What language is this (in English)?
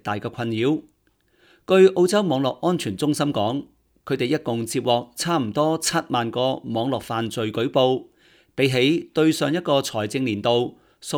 Cantonese